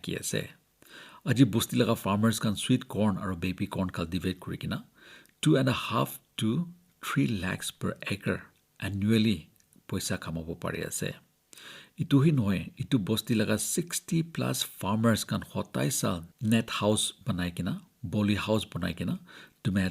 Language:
Naga Pidgin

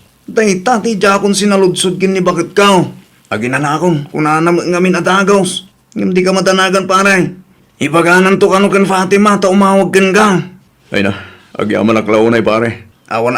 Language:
Iloko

